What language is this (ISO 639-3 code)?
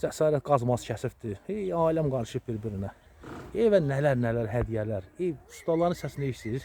aze